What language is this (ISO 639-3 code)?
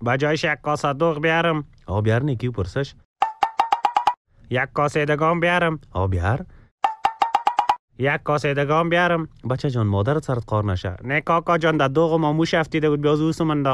fas